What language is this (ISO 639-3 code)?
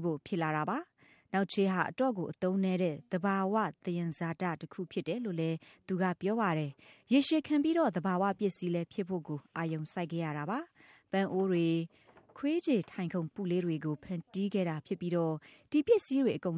mya